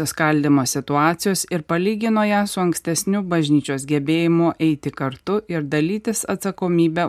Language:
Lithuanian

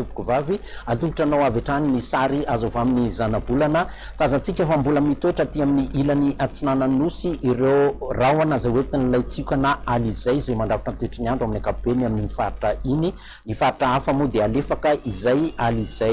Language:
Malagasy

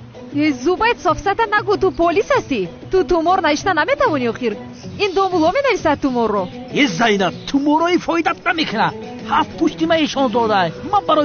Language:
Tajik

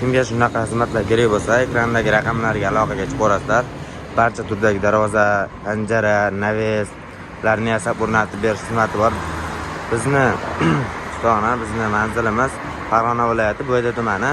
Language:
Uzbek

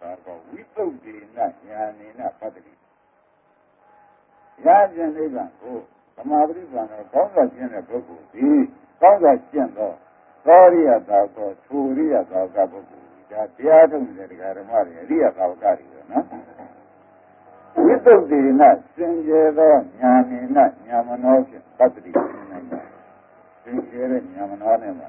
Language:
Burmese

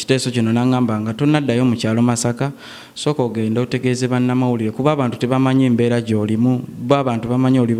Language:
Ganda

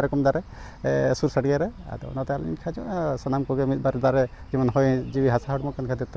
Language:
Santali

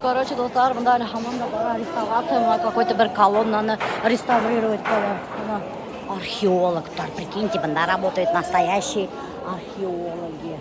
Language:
Bashkir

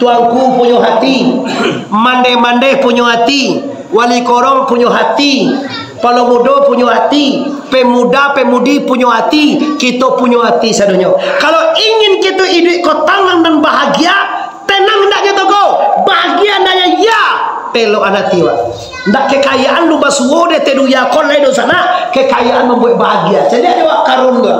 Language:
Minangkabau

